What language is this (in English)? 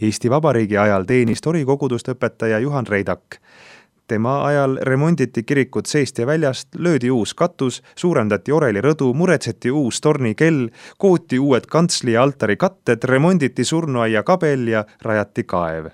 Estonian